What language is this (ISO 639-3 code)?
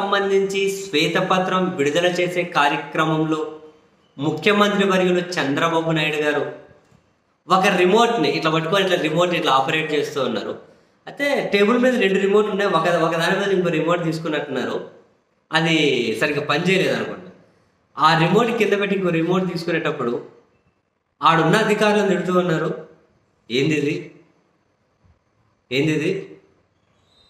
tel